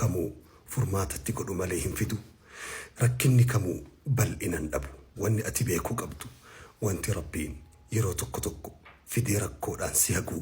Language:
Oromo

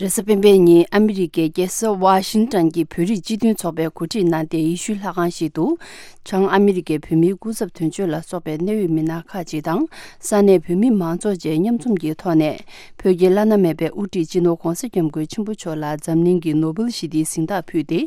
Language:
Tibetan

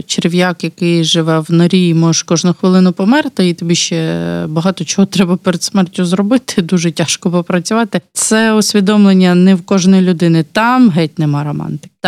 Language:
Ukrainian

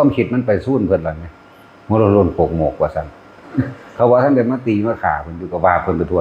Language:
Northeastern Thai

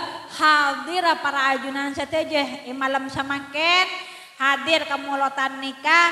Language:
Madurese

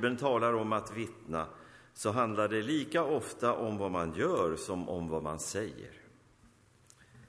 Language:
Swedish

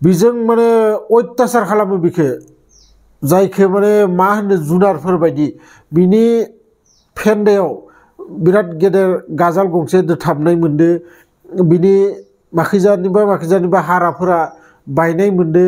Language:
Bodo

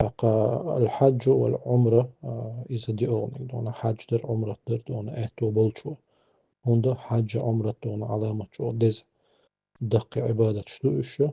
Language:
Chechen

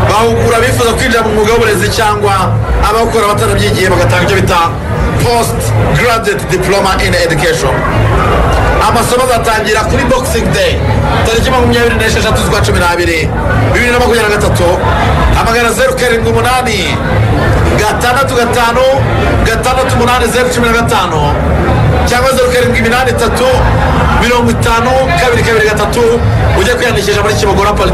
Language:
Kinyarwanda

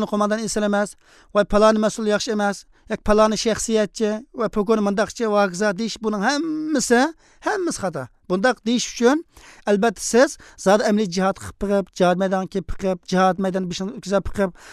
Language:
Uyghur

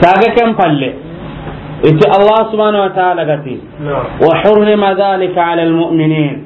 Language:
Soninke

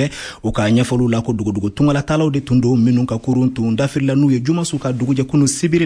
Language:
Bambara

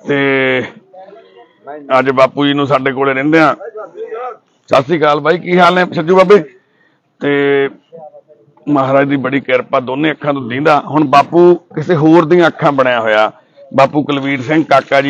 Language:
Punjabi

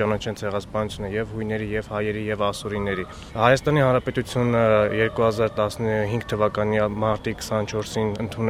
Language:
Armenian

